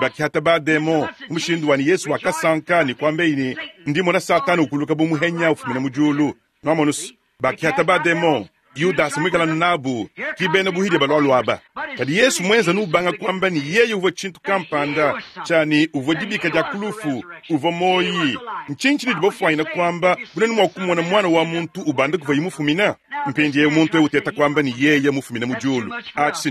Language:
Luba-Lulua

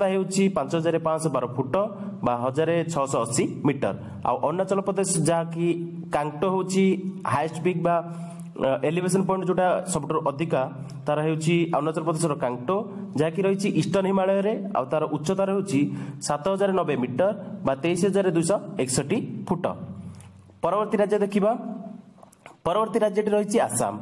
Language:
Odia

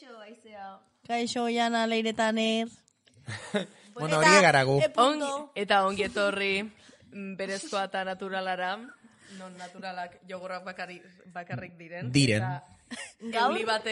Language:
Basque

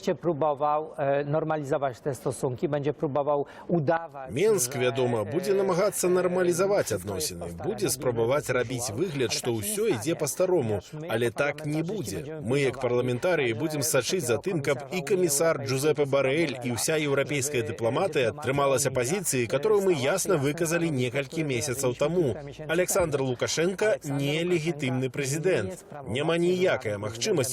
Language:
Belarusian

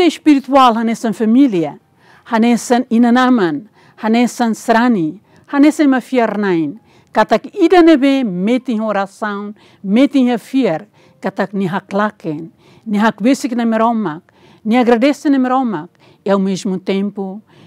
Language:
Tetum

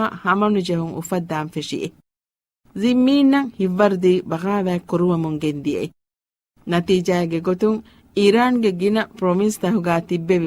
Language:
Divehi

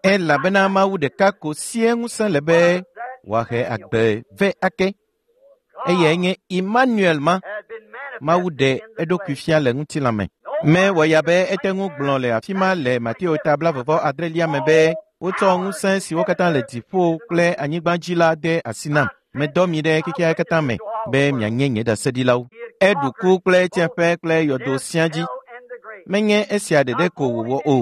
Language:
Ewe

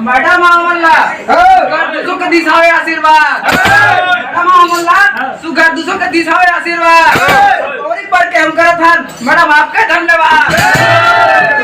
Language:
Chhattisgarhi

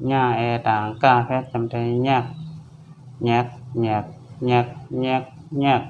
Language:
Shan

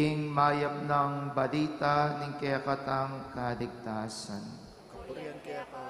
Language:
Pampanga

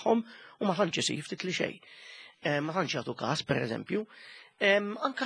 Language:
Maltese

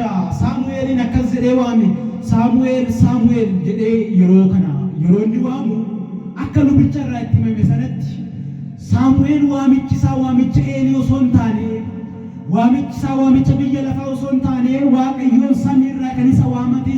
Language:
Oromo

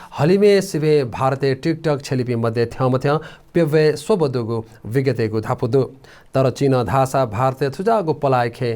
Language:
Newari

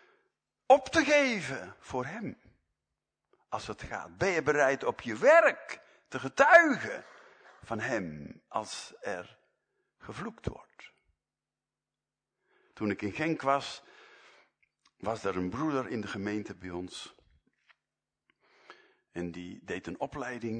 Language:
Dutch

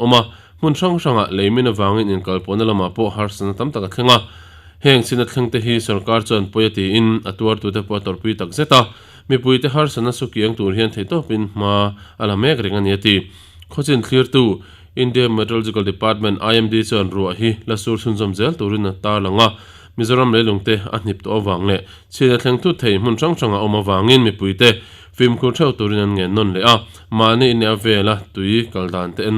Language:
Mizo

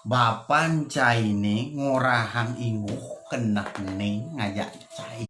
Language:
Balinese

